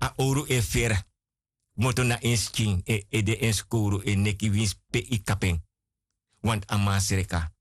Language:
Sranan Tongo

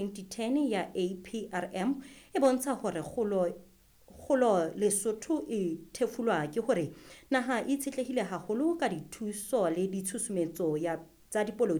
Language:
Southern Sotho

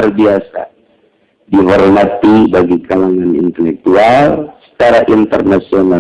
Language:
Sundanese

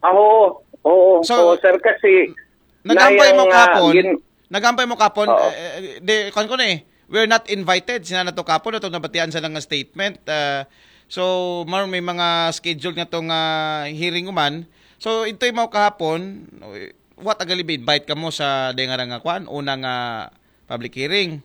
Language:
Aklanon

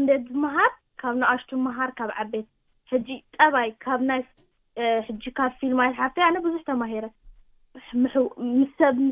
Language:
Tigrinya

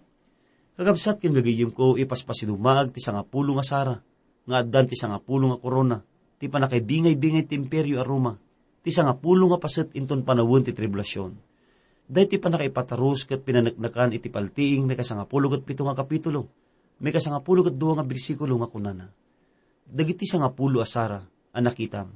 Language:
Iloko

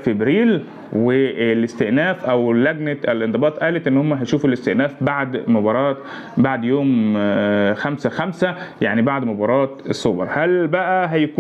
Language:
Egyptian Arabic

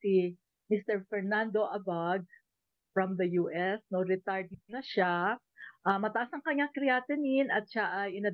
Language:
Filipino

